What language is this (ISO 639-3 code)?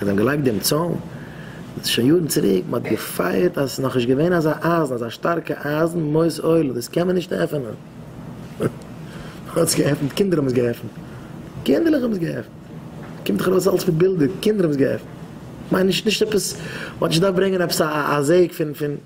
yid